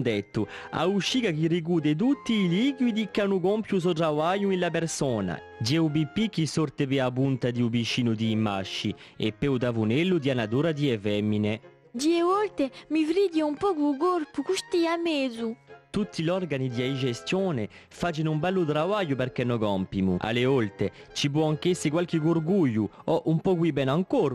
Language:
Corsican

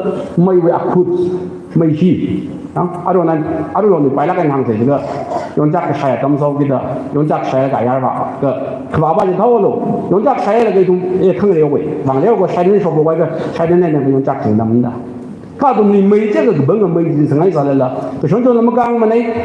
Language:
Tangkhul Naga (India)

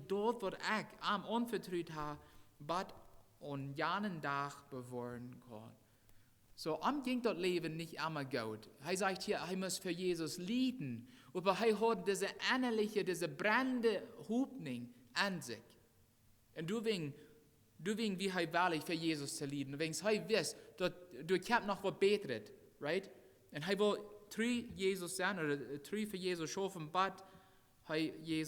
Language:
Plautdietsch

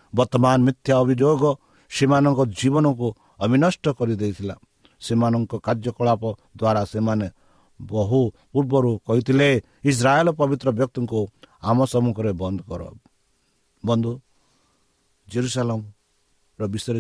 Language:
Odia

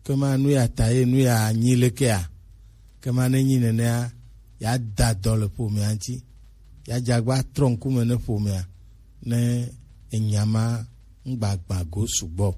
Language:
Gen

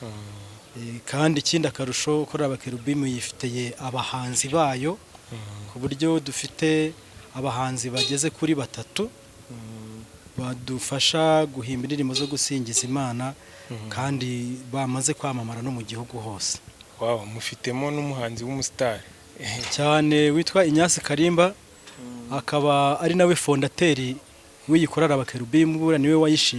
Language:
Kinyarwanda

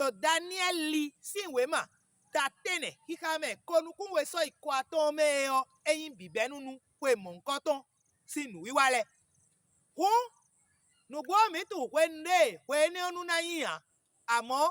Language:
Fon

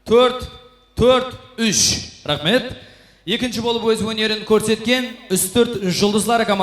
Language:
Kara-Kalpak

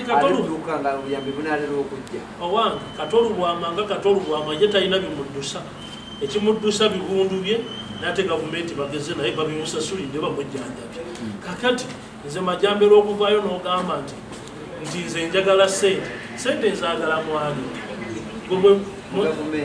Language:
Ganda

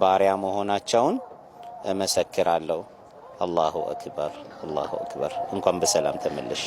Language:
Amharic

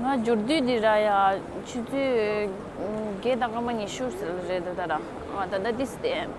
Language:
Tibetan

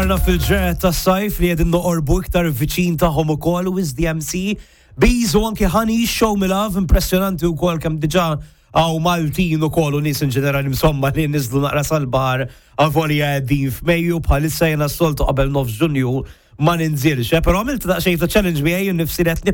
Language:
Maltese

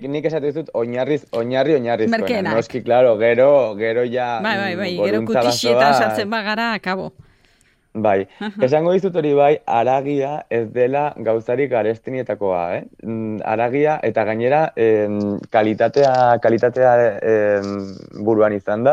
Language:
Basque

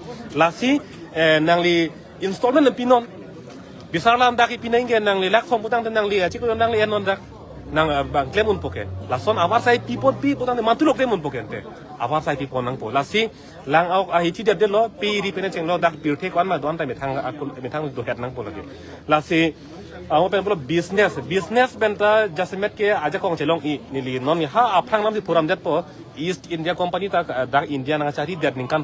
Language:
Karbi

